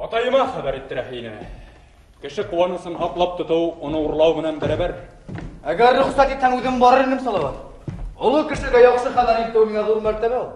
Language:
Bashkir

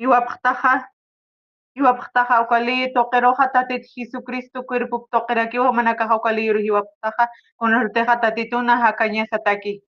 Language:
Aymara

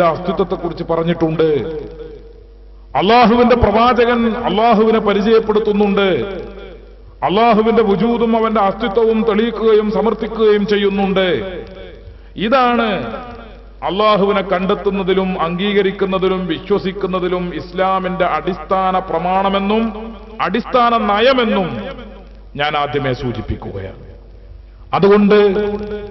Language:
Malayalam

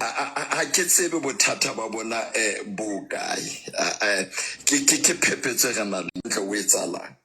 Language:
Southern Sotho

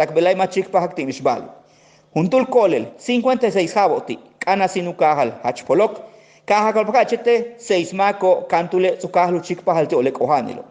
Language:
Yucateco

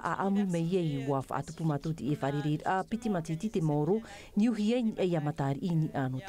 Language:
Tahitian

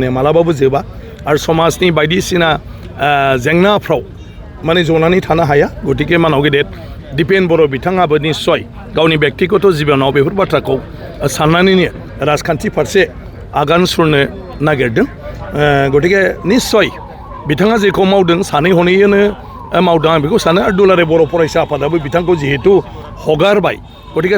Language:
Bodo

